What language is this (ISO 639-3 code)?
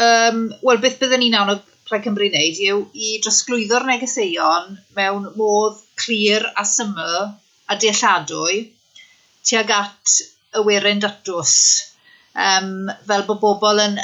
cym